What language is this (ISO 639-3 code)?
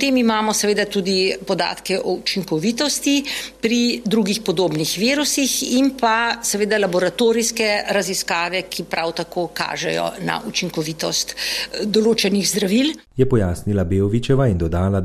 slv